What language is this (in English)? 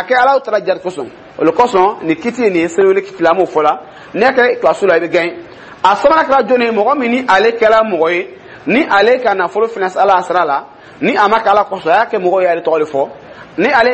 Dyula